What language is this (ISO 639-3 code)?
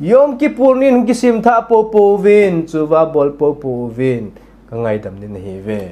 tcz